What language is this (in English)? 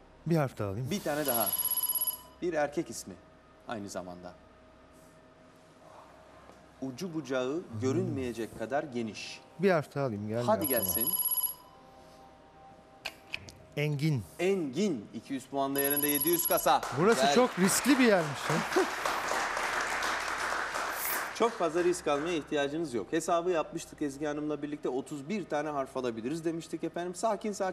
Turkish